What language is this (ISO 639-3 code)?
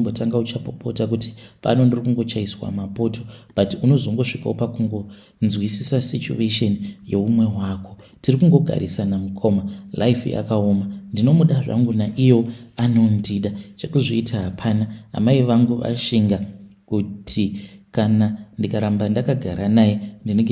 sna